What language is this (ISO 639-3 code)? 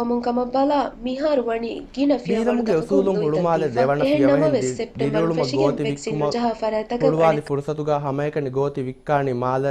div